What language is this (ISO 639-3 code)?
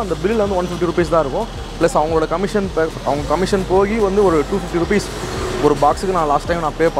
tam